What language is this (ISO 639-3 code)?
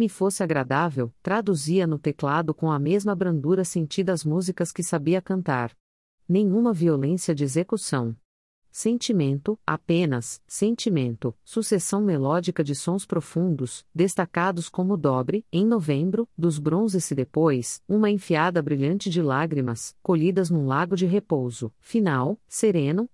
por